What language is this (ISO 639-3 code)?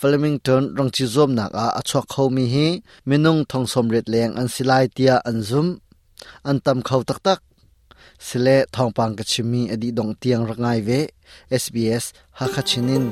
cnh